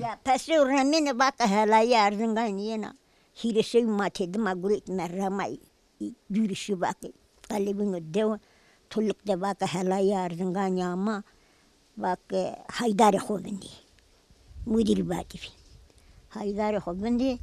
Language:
Zaza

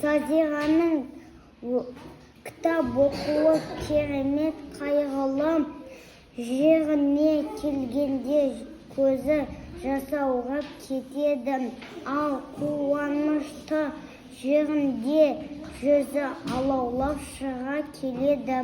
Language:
Kazakh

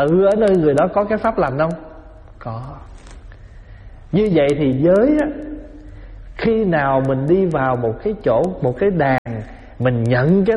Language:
Vietnamese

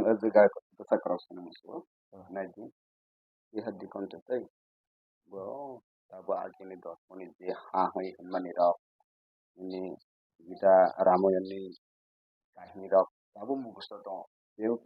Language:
Kok Borok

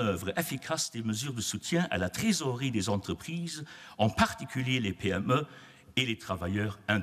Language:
Luxembourgish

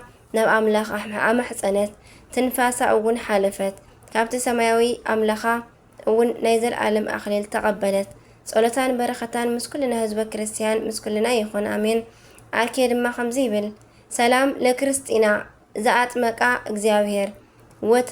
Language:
Tigrinya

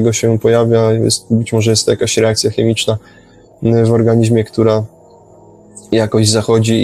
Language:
Polish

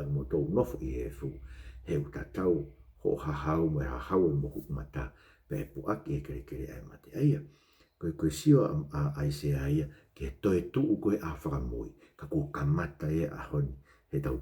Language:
Tongan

